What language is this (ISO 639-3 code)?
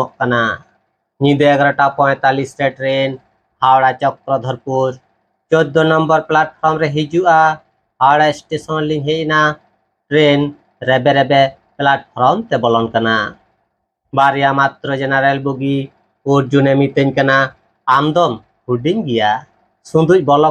sat